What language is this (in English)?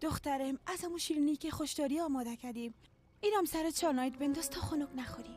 Persian